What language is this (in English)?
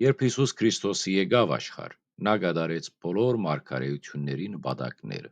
Western Armenian